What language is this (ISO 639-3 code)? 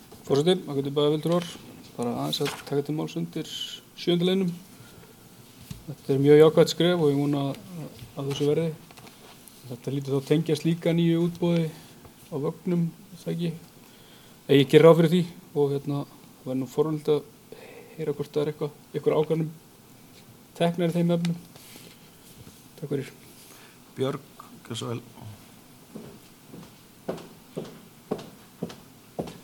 isl